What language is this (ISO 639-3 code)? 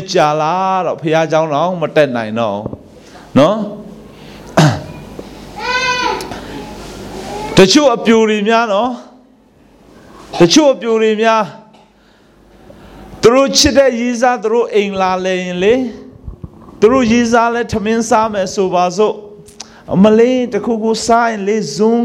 mya